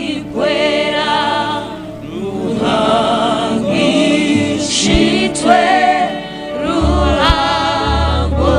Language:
Nyankole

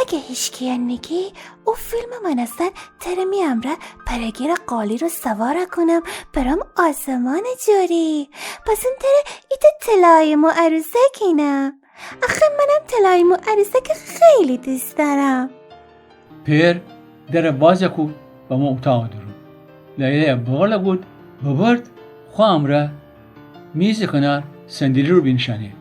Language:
Gilaki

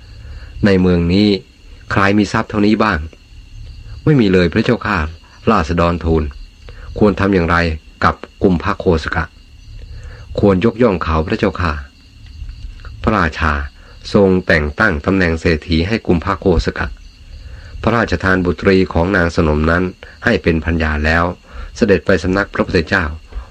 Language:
Thai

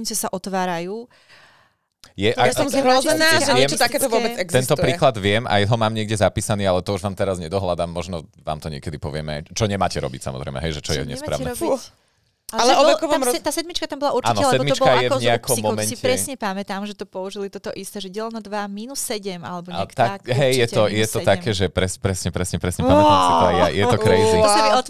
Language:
Slovak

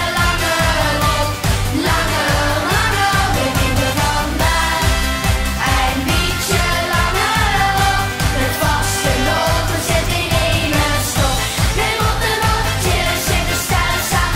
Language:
Limburgish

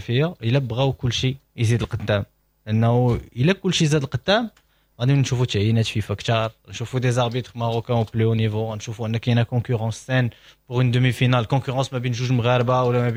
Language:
Moroccan Arabic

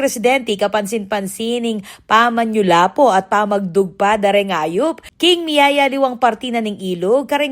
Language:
Pampanga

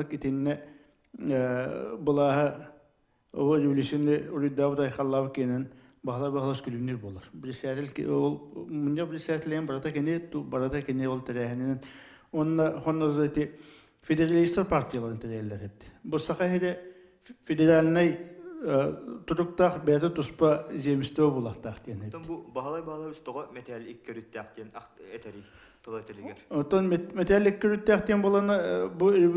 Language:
Yakut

